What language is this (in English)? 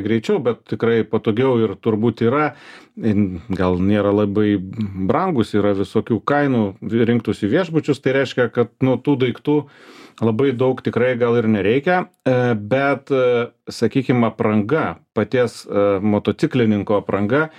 Lithuanian